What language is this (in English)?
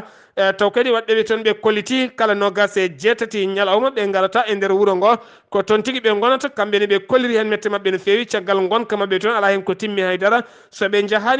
Fula